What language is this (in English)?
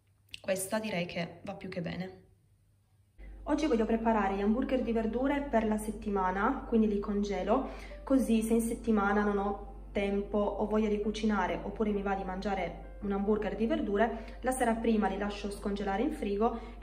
Italian